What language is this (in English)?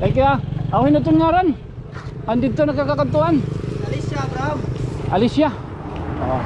Waray